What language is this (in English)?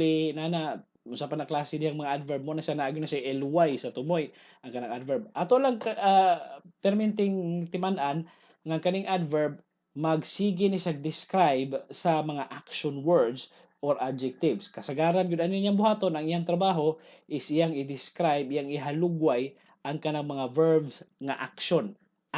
Cebuano